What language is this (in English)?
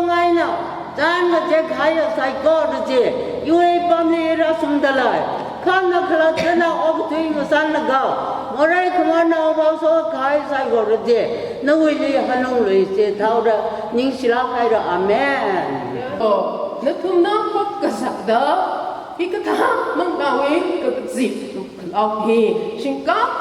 Tangkhul Naga (India)